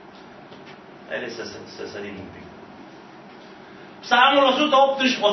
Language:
Romanian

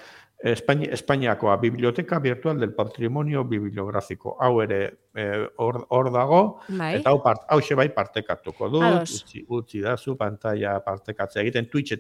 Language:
Basque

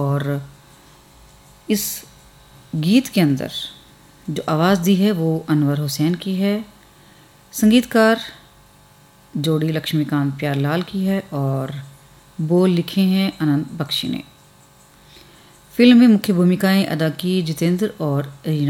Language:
Hindi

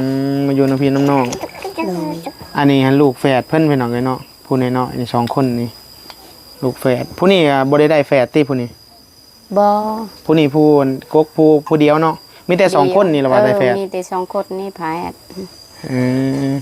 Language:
Northeastern Thai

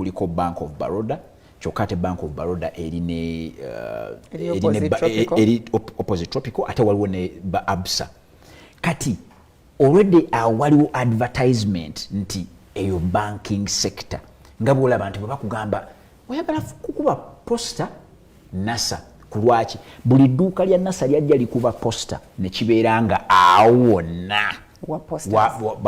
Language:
Ganda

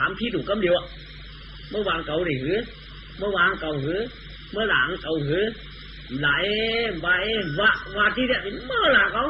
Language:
Shan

